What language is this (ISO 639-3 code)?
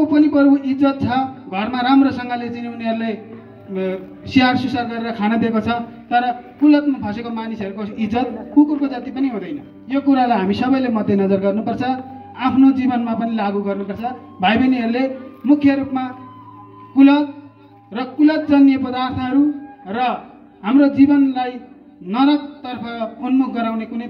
nep